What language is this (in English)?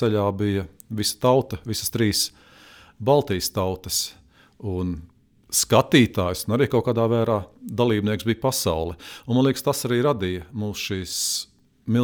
Latvian